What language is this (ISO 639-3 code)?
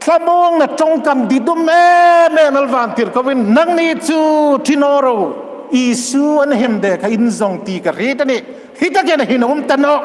hmr